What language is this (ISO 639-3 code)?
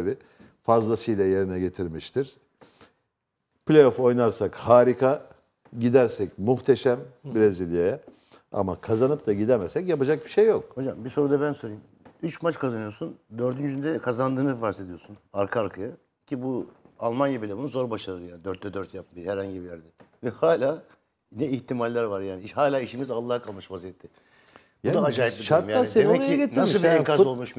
tur